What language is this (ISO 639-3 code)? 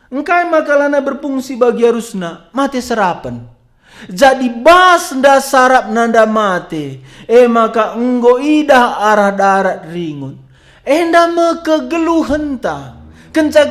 btx